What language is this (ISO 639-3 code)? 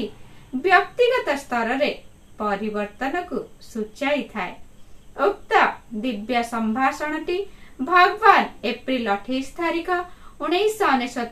ori